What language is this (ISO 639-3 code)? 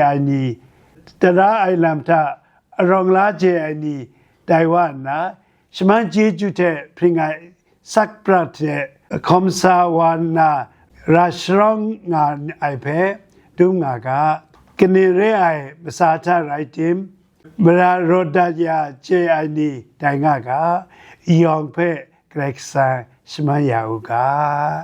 kac